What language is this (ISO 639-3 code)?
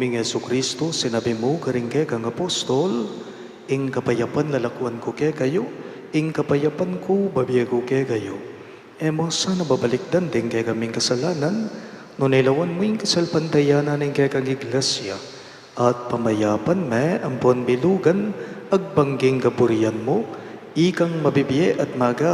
pam